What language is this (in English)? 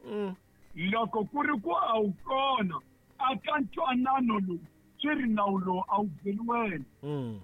Tsonga